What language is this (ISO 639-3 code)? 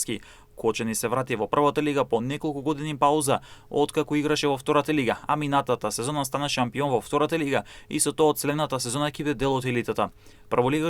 mkd